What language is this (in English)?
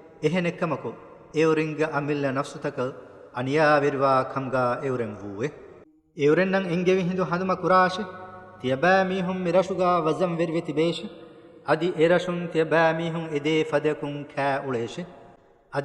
Divehi